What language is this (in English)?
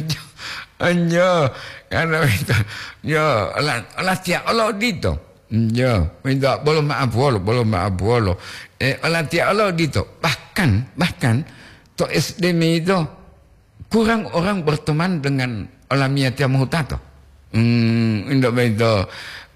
Gorontalo